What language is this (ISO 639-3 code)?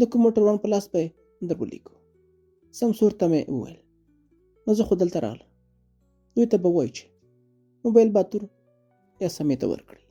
pus